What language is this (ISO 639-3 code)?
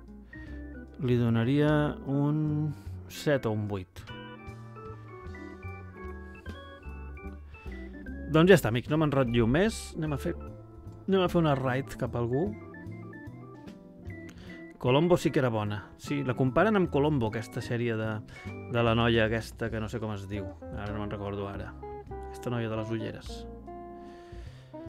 cat